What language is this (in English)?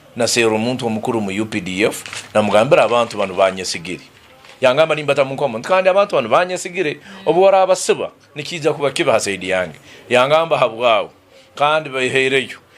Nyankole